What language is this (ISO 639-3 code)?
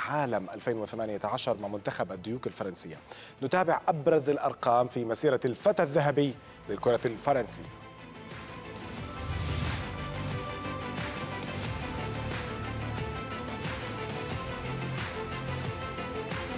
ara